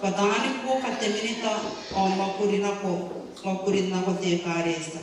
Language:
Gilbertese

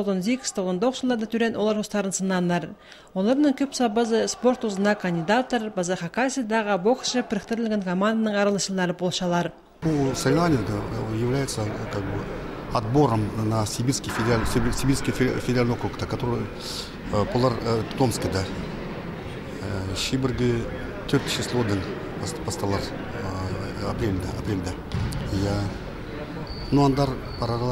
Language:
Khakas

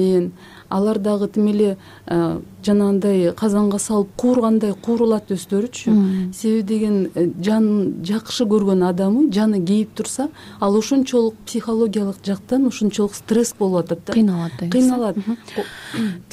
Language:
Kyrgyz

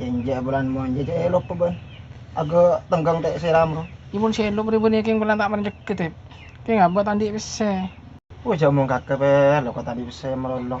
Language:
Madurese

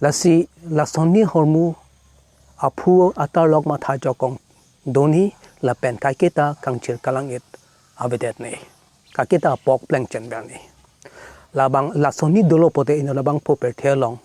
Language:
Karbi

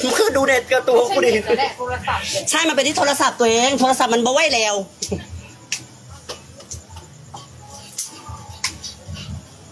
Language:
Thai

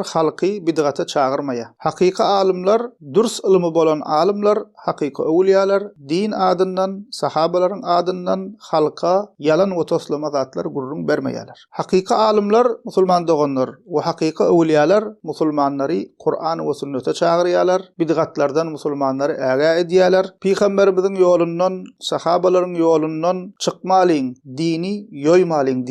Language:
Turkmen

